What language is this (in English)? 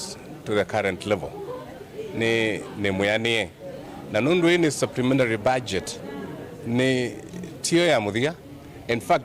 Kamba